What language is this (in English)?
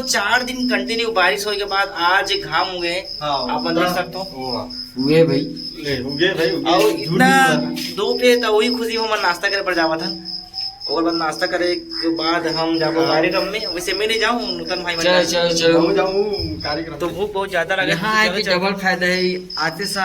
Chhattisgarhi